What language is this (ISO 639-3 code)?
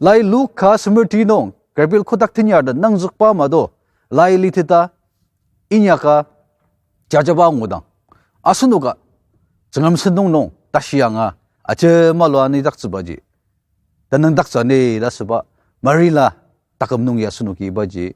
njo